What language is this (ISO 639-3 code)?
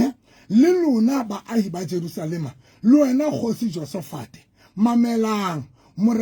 sot